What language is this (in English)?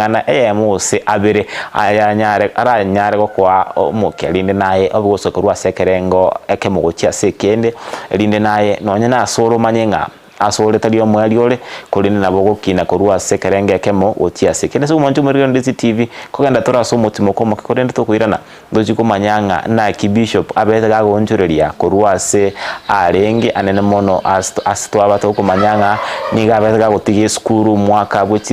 Gusii